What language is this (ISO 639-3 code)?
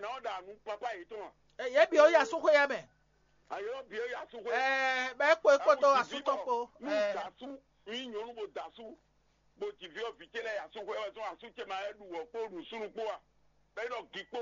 fon